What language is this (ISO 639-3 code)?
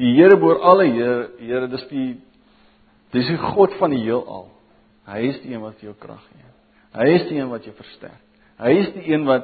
afr